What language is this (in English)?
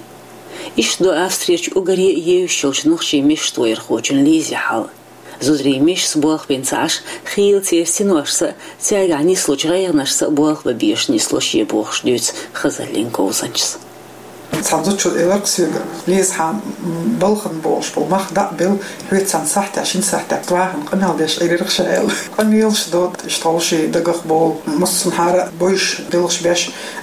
Chechen